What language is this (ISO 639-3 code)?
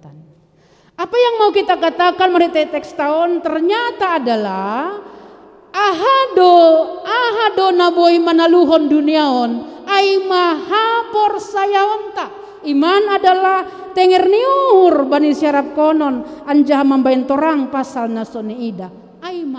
bts